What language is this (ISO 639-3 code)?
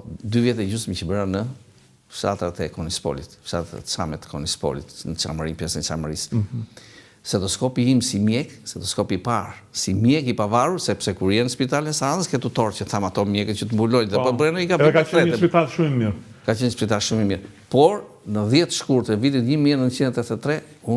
sqi